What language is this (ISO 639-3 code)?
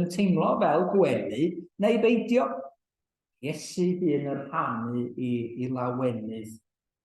cym